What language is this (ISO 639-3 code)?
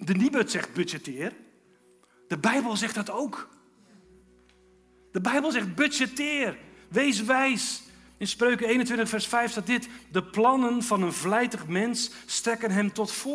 nld